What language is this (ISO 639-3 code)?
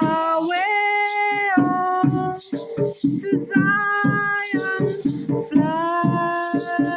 jam